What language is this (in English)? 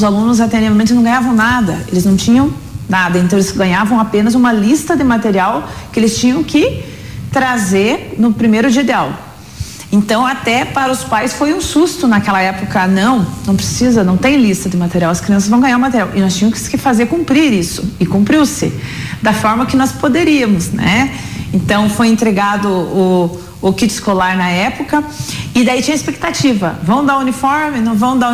Portuguese